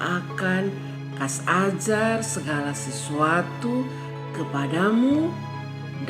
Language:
Kupang Malay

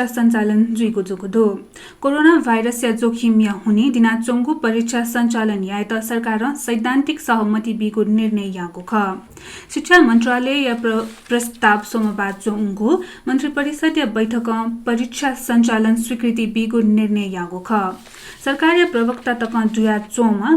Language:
Newari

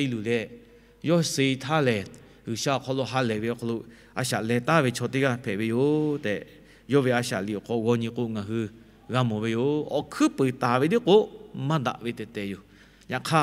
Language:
Lahu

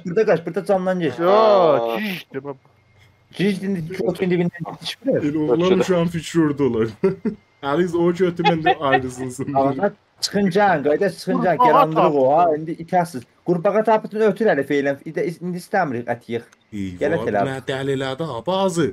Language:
South Azerbaijani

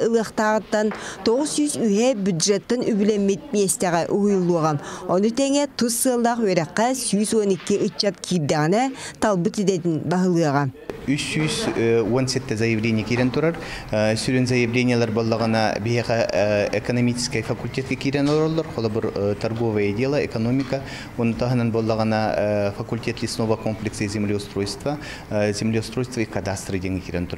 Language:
Yakut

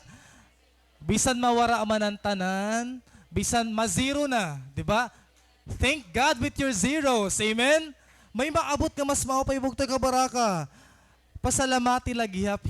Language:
Waray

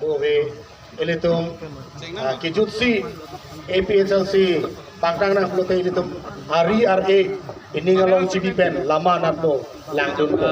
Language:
Karbi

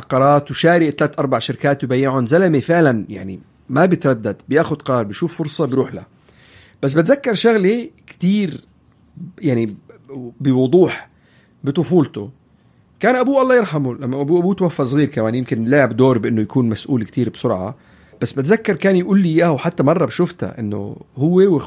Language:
North Levantine Arabic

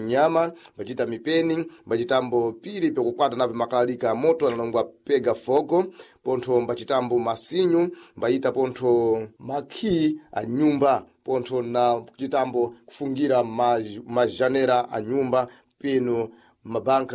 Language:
Sena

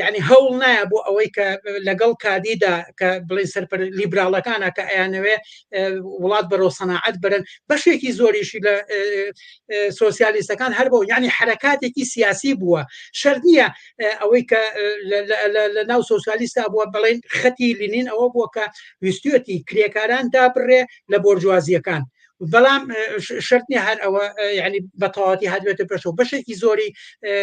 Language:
Central Kurdish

